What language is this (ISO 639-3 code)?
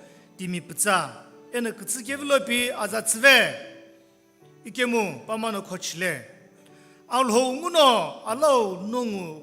nsm